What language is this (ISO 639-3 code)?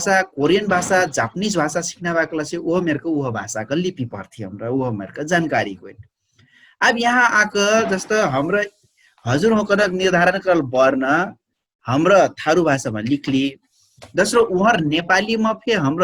thl